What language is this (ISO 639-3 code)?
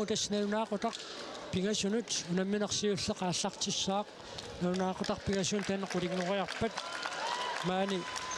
kal